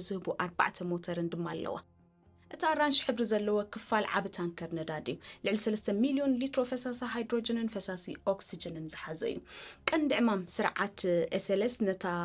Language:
Tigrinya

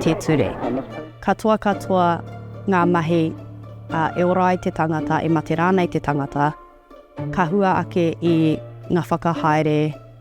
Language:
Māori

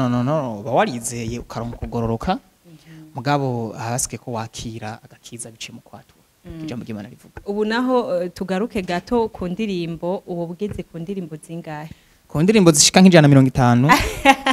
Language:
Rundi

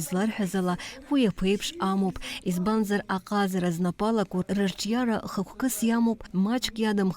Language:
Abkhazian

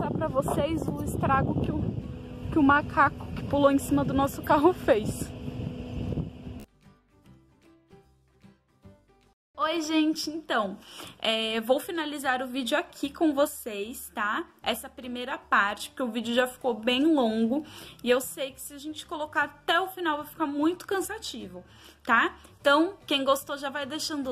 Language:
Portuguese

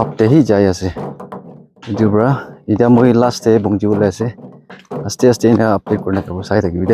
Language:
Naga Pidgin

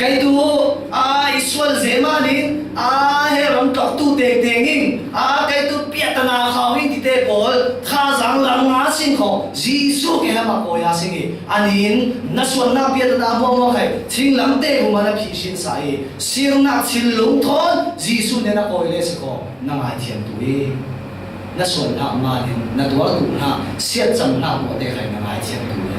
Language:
Falam Chin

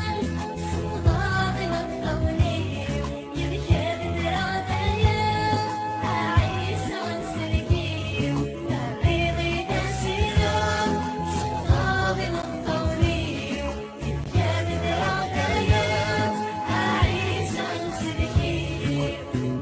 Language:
Kabyle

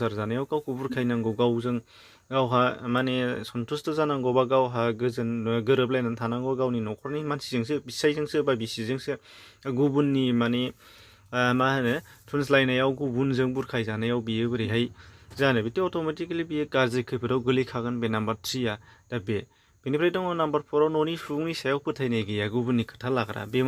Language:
Bodo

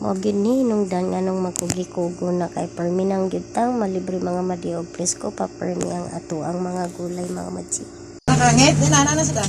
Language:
Cebuano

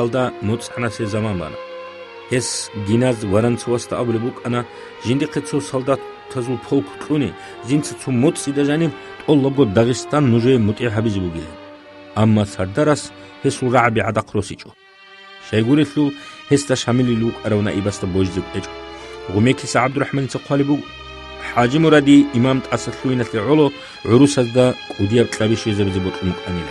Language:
Avaric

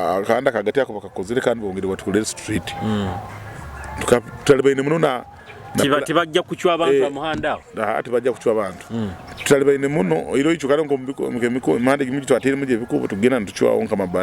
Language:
Nyoro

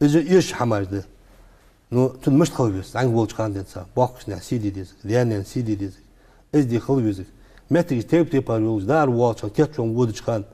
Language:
Ingush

